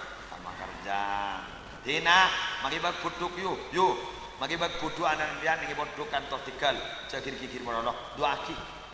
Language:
Madurese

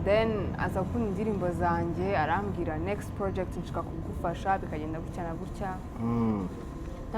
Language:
Kinyarwanda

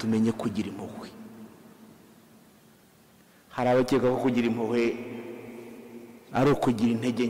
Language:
Kinyarwanda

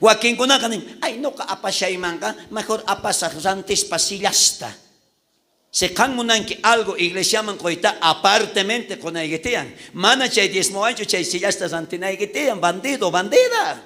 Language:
South Bolivian Quechua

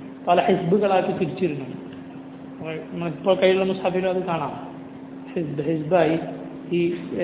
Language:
Malayalam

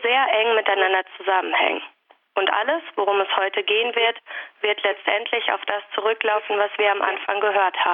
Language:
German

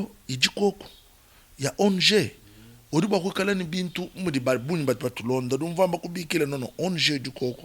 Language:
Luba-Lulua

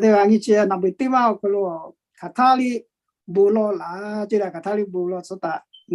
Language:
Lahu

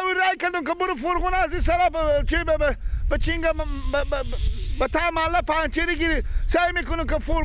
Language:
Persian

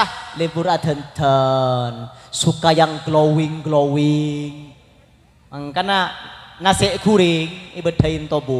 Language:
Madurese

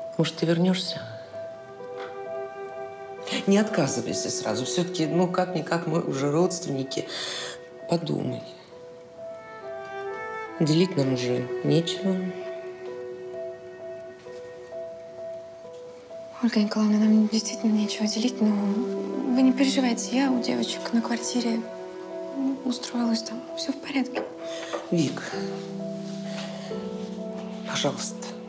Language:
Russian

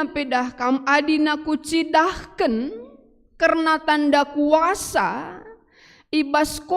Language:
Batak Karo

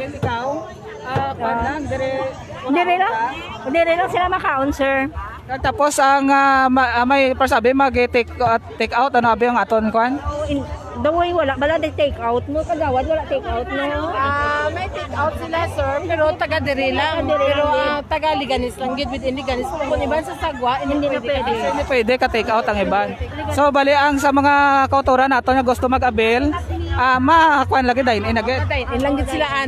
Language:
Hiligaynon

